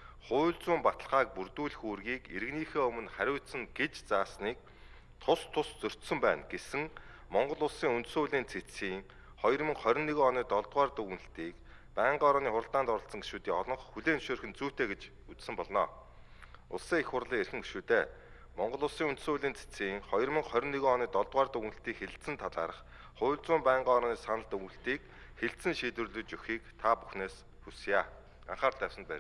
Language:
Mongolian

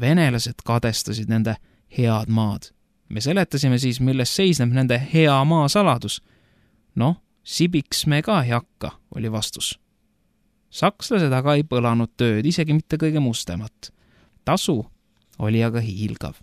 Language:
Estonian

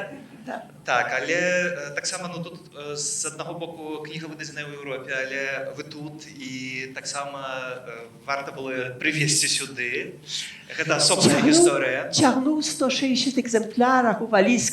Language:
Belarusian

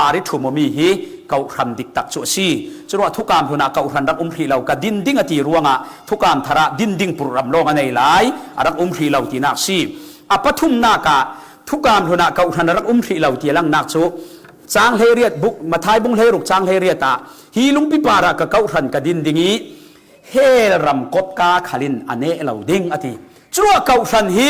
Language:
Falam Chin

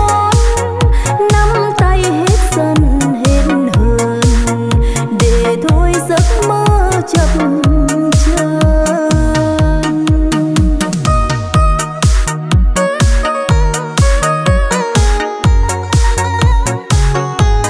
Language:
Vietnamese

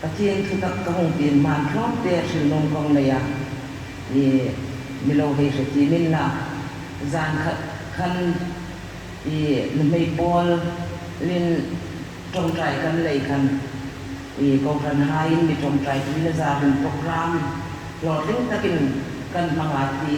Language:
Hmar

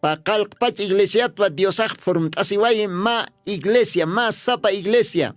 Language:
Aymara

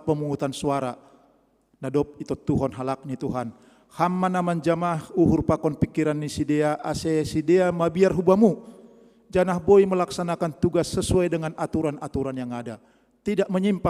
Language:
Batak Simalungun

